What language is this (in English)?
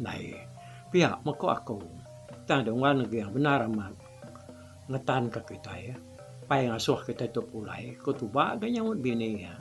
Iban